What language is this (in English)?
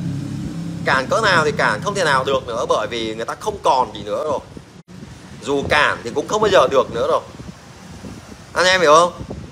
Vietnamese